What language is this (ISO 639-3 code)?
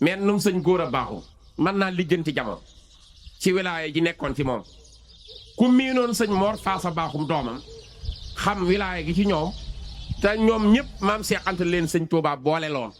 wol